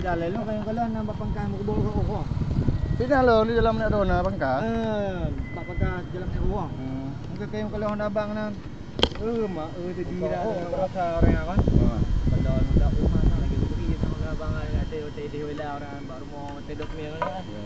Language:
Achinese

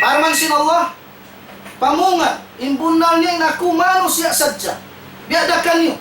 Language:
Tausug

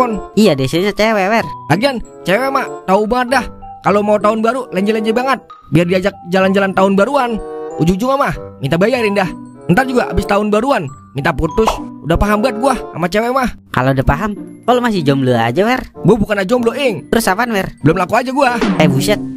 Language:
Betawi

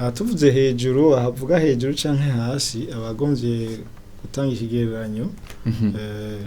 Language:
Rundi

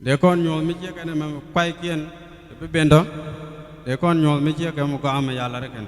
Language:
Nuer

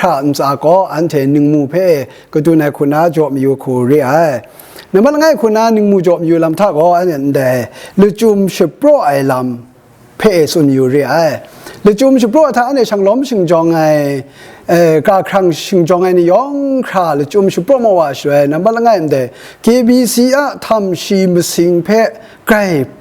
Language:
Kachin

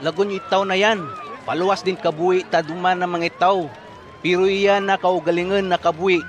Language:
Kagayanen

